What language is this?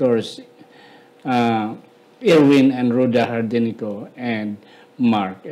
Hiligaynon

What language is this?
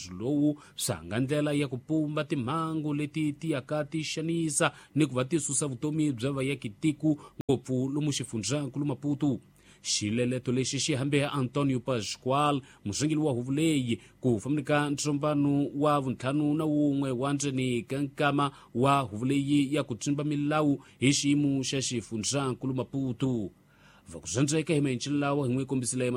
Tsonga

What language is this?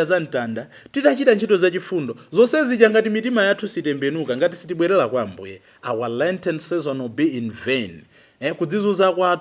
Nyanja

